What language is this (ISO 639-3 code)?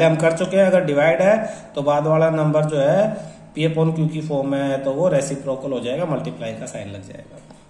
hin